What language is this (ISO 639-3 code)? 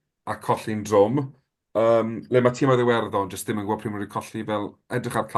cym